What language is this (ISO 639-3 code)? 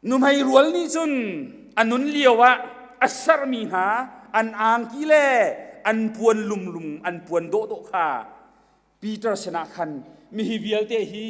cnh